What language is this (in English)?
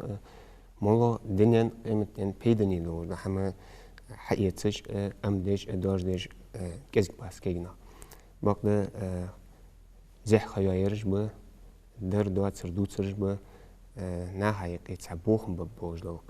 Ingush